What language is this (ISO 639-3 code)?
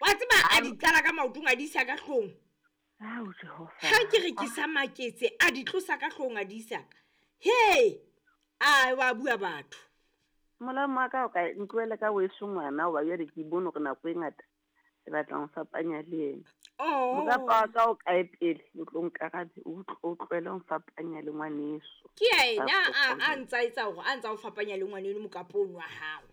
sot